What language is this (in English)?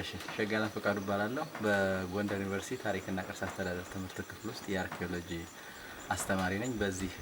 Amharic